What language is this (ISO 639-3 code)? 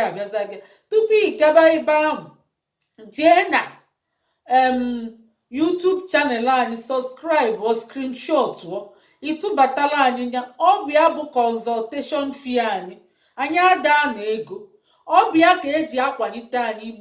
ibo